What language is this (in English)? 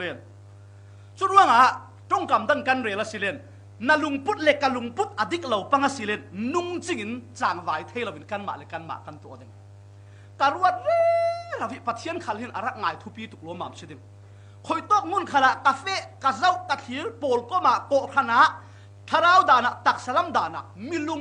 Falam Chin